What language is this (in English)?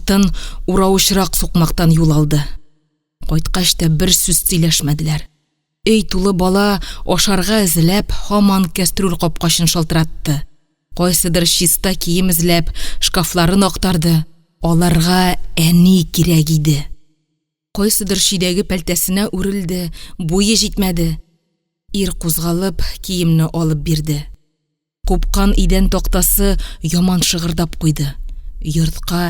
Tatar